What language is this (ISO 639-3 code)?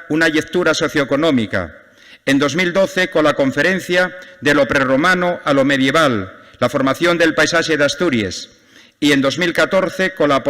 ast